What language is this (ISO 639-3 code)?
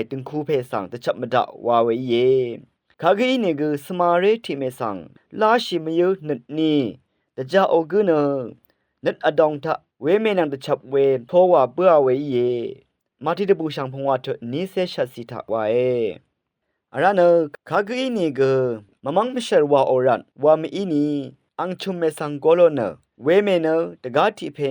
raw